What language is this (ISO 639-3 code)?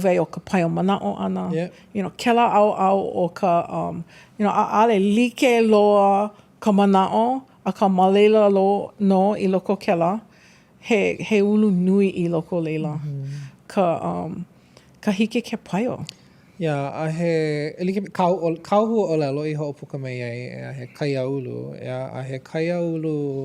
haw